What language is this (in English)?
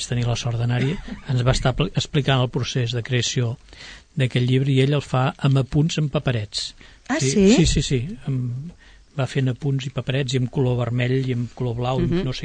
Catalan